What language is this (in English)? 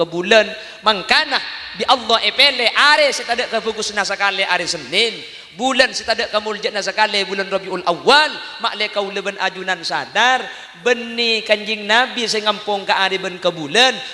Madurese